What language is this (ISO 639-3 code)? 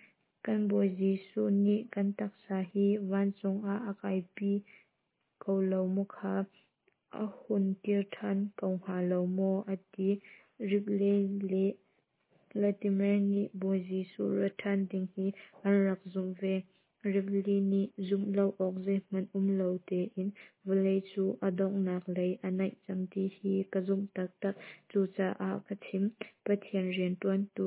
cnh